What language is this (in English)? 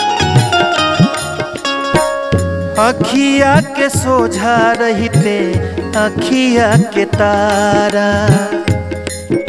Bhojpuri